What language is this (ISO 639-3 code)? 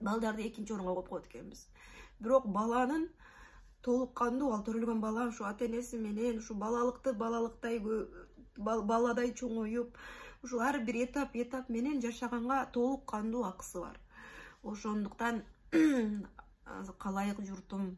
kir